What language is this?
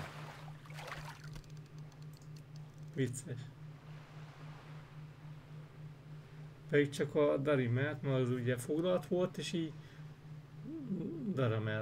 Hungarian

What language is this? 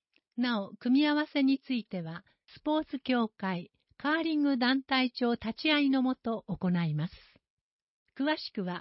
Japanese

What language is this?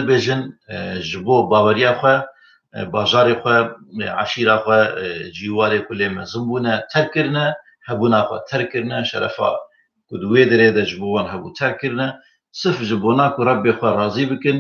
Kurdish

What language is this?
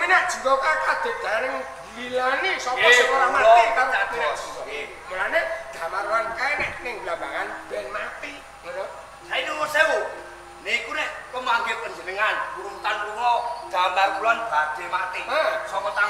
Javanese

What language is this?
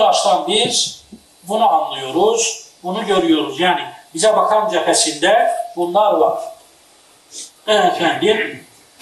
Turkish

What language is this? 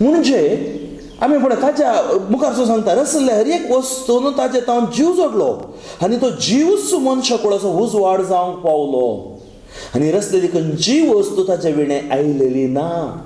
Konkani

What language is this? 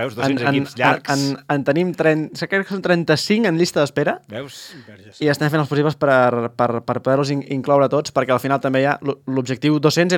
Catalan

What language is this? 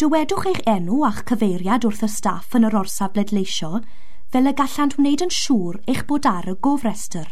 Welsh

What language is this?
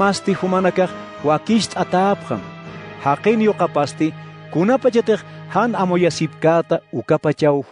Aymara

